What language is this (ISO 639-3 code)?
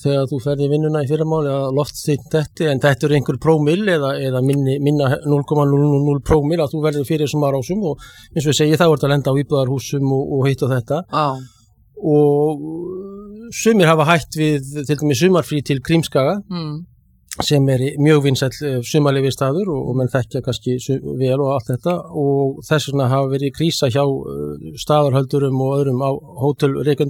isl